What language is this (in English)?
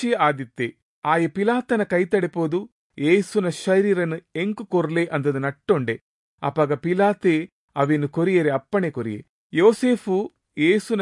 Tulu